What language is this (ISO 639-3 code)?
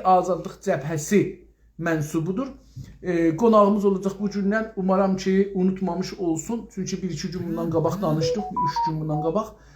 azb